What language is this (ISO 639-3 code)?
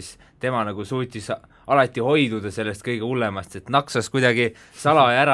est